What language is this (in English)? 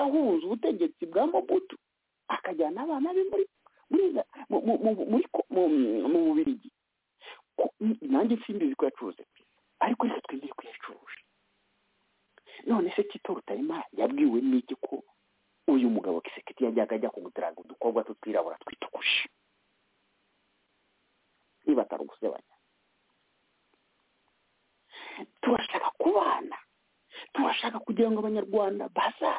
Kinyarwanda